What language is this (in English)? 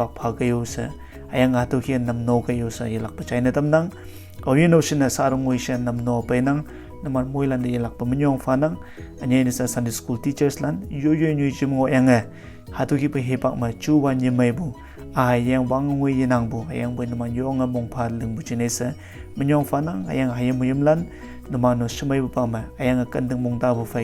Konyak Naga